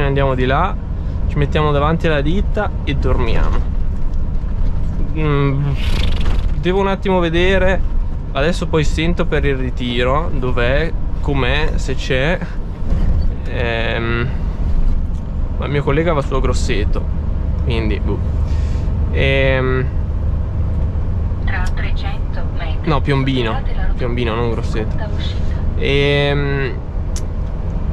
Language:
Italian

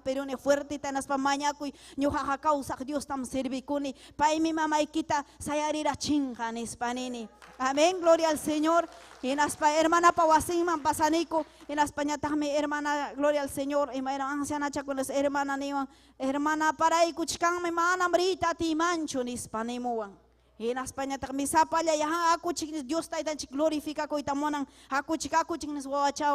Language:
Ayacucho Quechua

